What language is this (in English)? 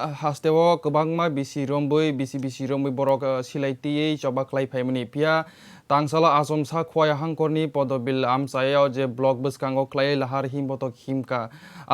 Kok Borok